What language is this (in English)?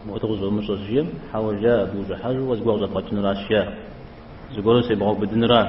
Kabardian